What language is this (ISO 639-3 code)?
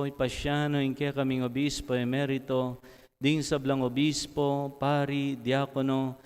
pam